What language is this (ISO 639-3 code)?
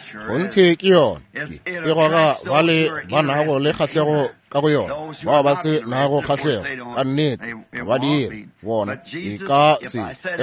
nso